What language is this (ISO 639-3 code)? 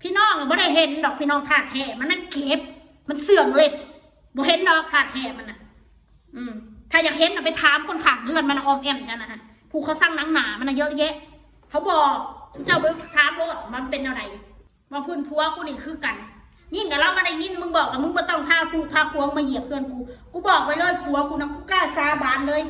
tts